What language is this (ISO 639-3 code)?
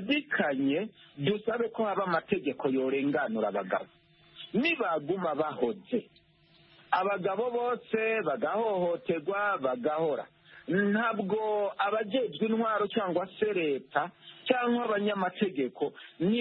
kin